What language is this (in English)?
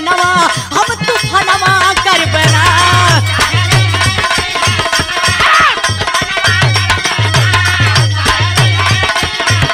Bhojpuri